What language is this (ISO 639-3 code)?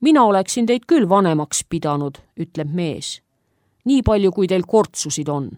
est